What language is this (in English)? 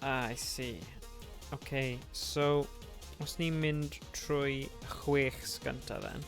Welsh